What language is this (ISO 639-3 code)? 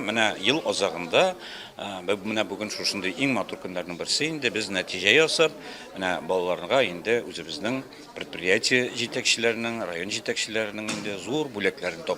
tat